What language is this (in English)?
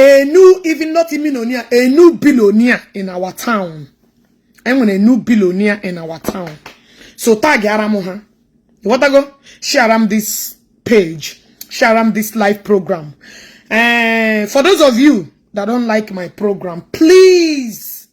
Igbo